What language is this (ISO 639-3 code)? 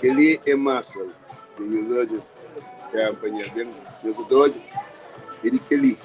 kea